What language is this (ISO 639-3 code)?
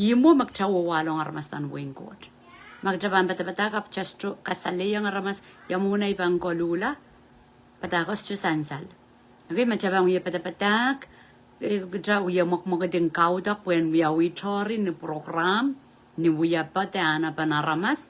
pon